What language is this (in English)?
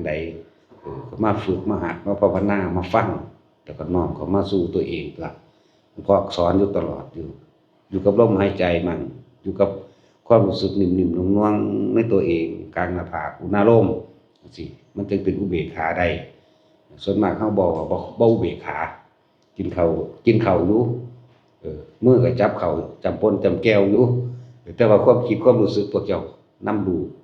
Northeastern Thai